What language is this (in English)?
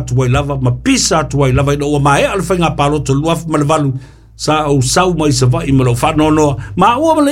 Samoan